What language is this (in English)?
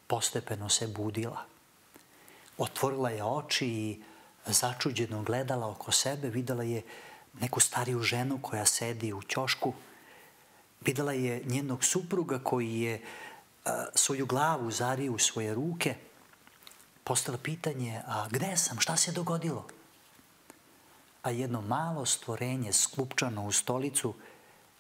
Serbian